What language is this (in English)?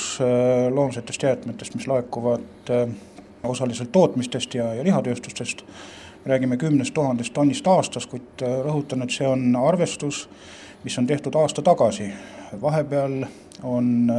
Estonian